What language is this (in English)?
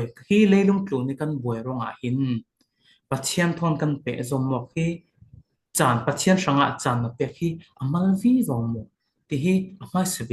Falam Chin